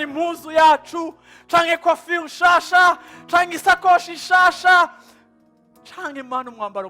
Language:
Rundi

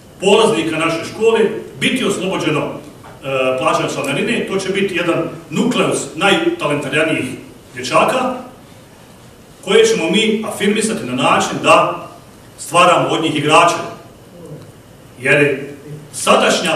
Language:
Bosnian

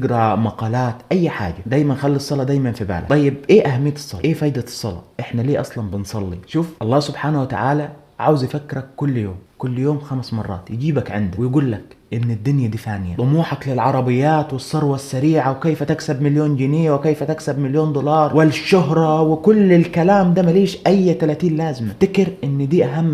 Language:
Egyptian Arabic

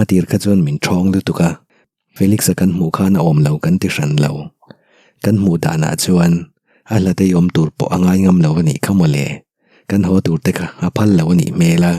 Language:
Mizo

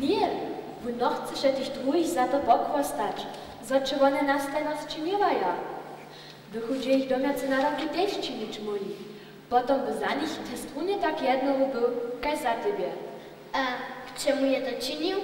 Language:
Upper Sorbian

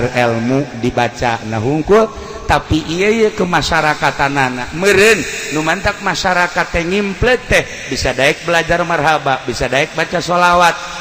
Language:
Sundanese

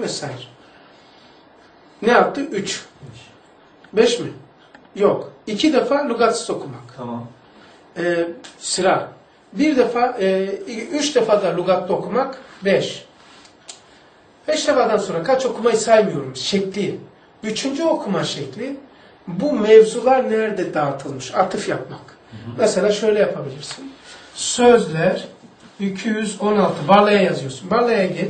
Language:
Turkish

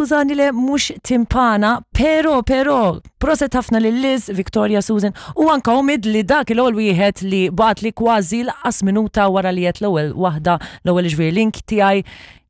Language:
Maltese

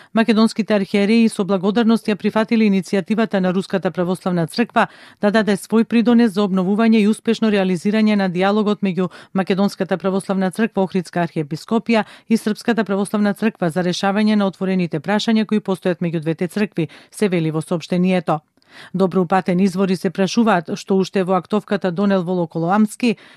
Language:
Macedonian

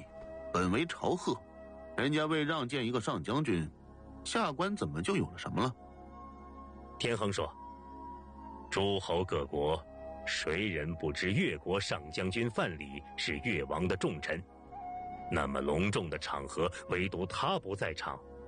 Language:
Chinese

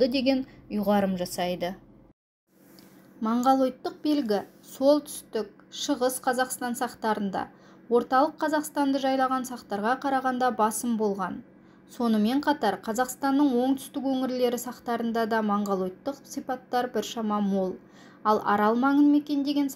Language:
Kazakh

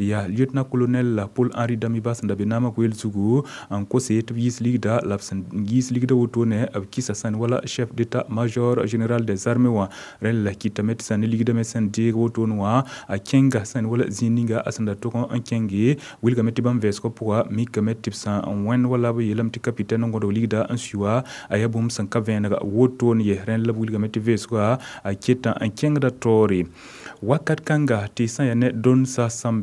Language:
Mossi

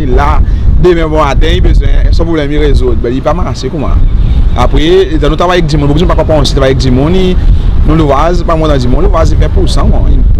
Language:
Seselwa Creole French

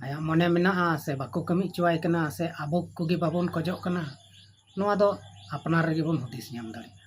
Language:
Santali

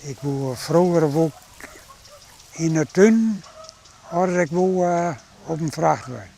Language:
Western Frisian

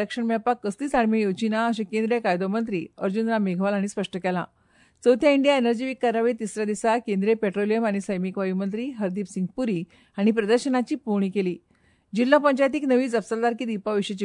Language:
Konkani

